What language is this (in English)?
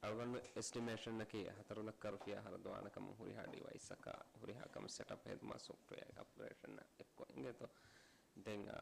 Divehi